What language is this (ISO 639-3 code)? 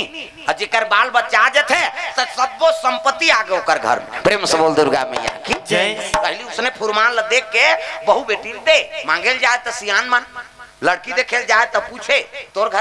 hne